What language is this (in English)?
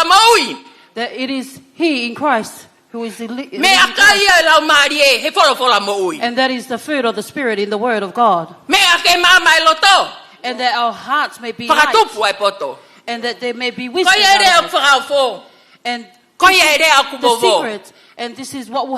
Tongan